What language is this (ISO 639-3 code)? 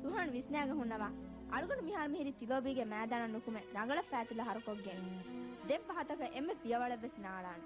div